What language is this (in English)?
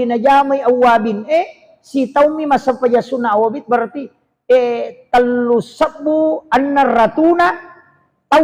Buginese